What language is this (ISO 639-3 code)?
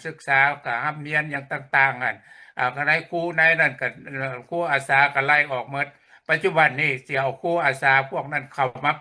lao